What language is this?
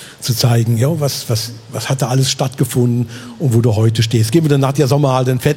Swiss German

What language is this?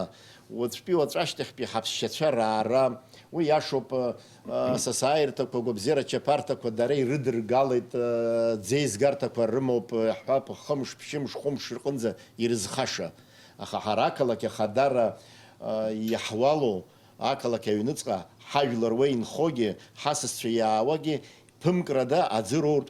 Abkhazian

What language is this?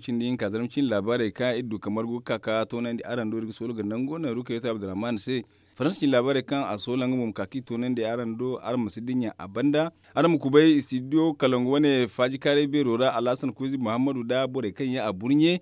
Zarma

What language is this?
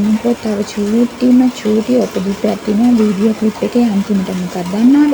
Sinhala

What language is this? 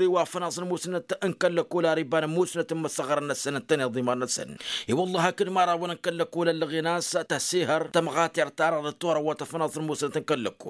Tamasheq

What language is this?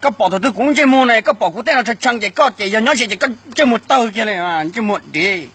Hmong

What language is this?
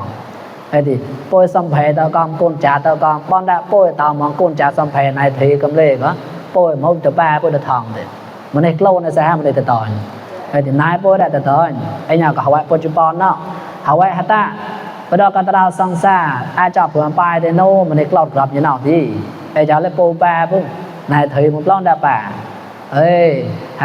Mon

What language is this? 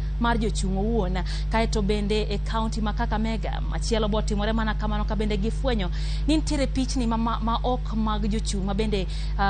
Luo (Kenya and Tanzania)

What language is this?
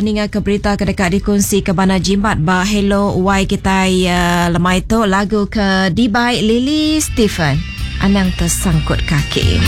Iban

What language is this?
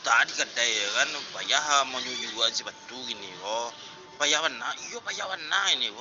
Minangkabau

